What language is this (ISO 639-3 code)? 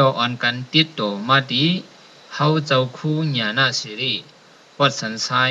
shn